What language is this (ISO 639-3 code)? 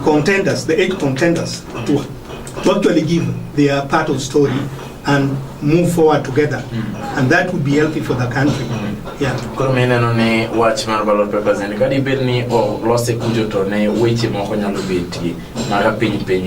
luo